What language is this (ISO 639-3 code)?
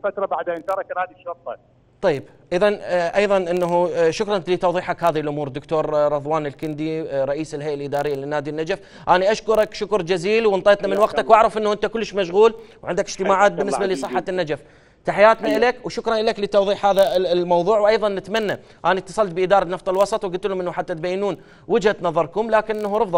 acm